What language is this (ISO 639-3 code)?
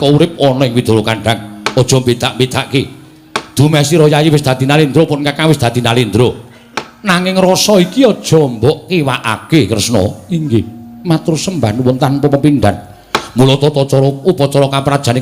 jav